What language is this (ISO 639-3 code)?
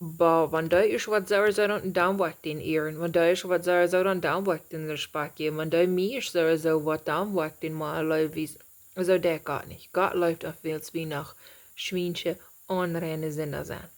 pdt